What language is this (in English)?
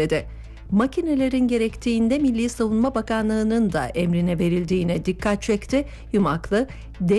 Turkish